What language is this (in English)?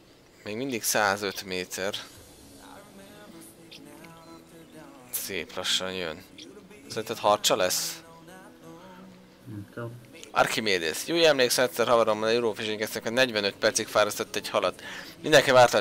Hungarian